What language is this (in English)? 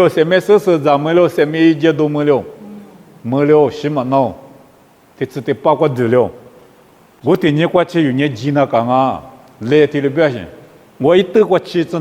Lisu